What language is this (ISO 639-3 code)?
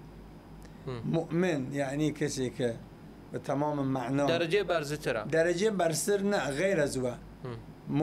sdh